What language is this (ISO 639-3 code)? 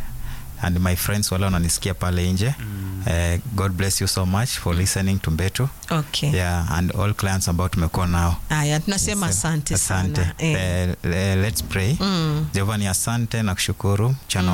swa